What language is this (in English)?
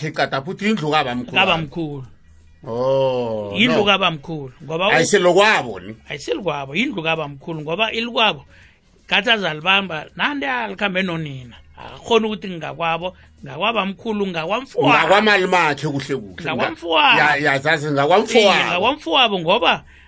South Ndebele